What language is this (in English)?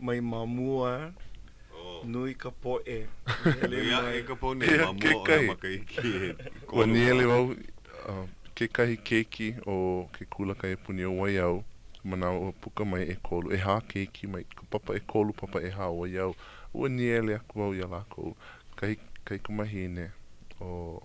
Hawaiian